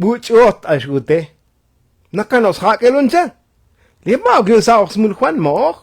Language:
Tzotzil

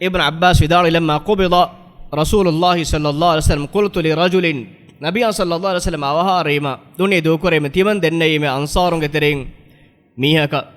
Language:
Divehi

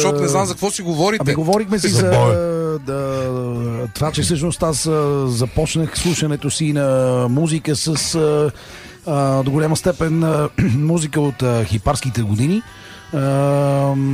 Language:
Bulgarian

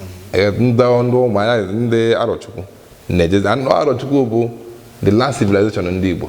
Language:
Igbo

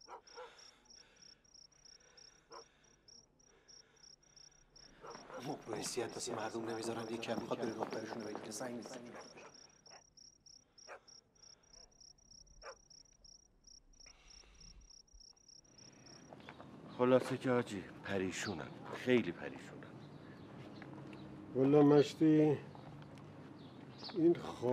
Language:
Persian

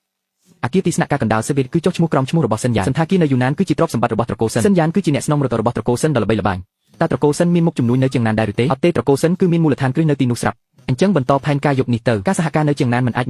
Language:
Khmer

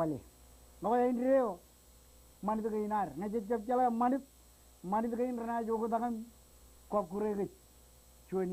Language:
Marshallese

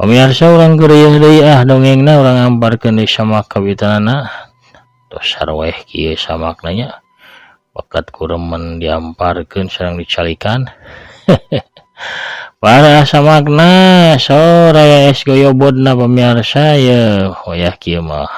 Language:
Sundanese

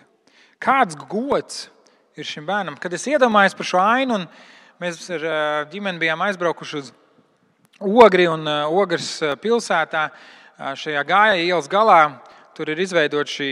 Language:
Latvian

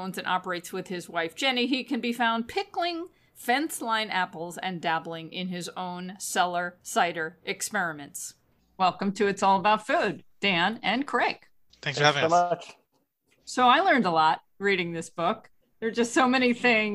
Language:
English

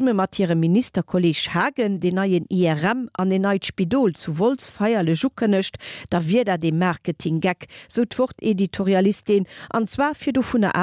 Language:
Luxembourgish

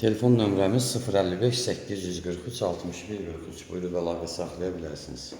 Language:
Azerbaijani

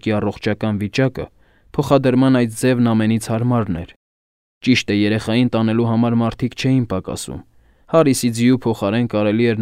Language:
Armenian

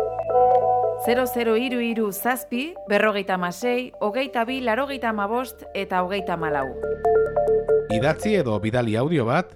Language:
Basque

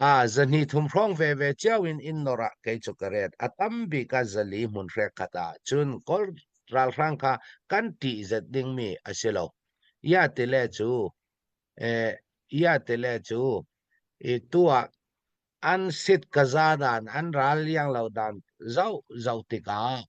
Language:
Hakha Chin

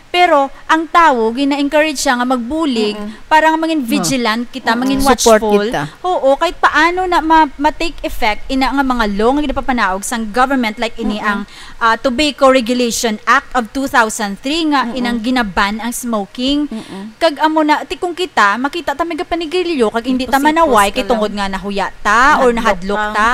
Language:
Hiligaynon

